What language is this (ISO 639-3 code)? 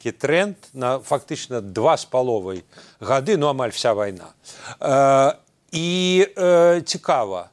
bel